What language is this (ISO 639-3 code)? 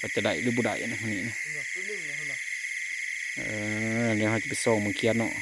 tts